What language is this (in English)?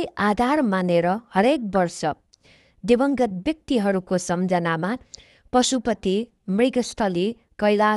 Nepali